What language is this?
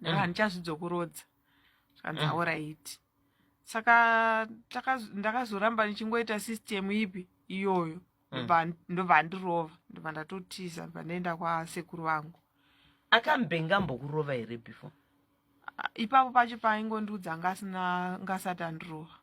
Shona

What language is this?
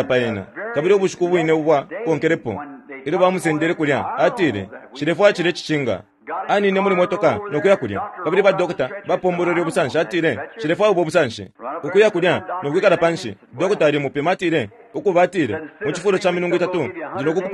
Bemba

